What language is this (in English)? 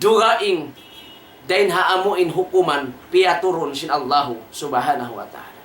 Tausug